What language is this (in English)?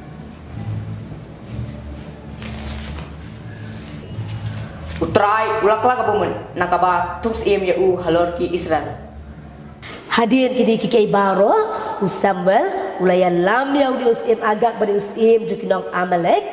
Khasi